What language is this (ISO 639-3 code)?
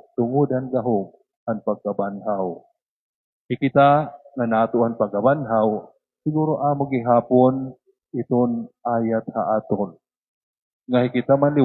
war